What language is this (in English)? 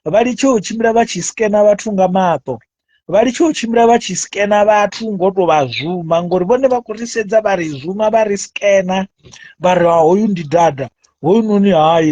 Venda